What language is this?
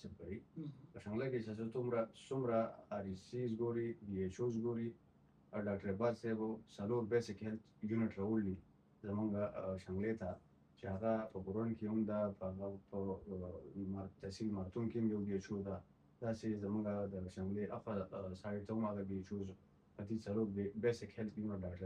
Pashto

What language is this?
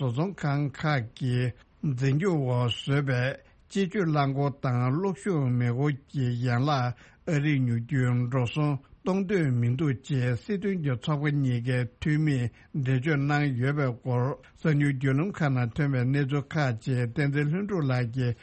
Tibetan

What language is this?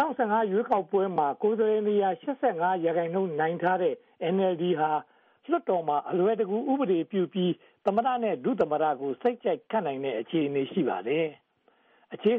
Burmese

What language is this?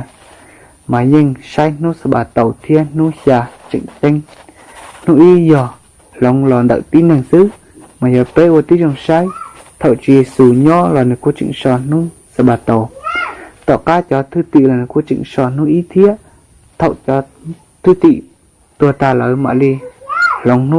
Hmong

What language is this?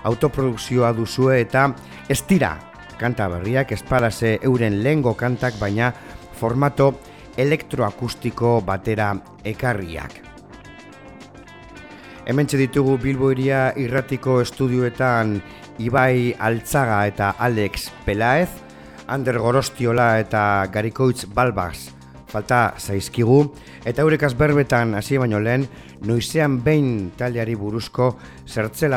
Basque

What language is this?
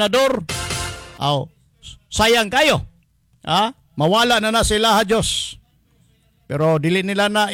Cebuano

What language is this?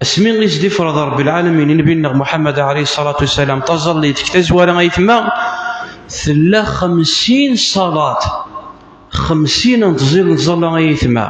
Kabyle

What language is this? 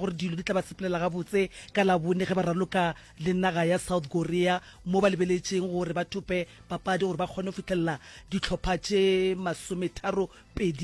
Northern Sotho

